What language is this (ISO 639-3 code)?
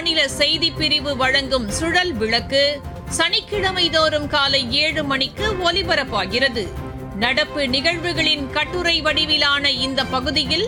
tam